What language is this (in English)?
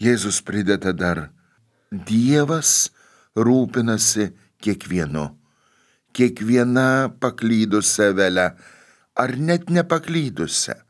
Lithuanian